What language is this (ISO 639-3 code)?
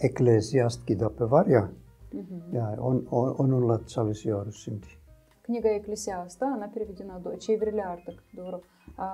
gag